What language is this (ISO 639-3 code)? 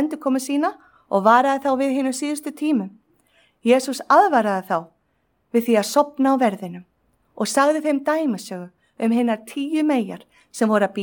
isl